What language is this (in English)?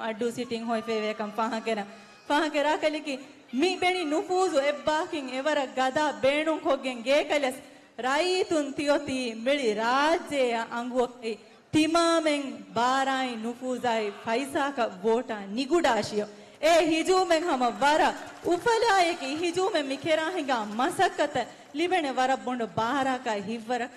Divehi